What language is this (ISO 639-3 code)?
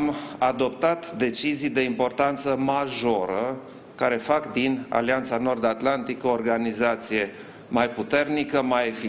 ron